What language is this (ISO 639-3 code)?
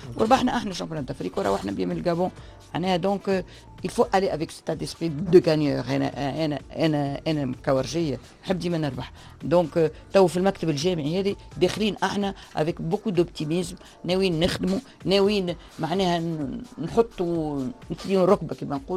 aeb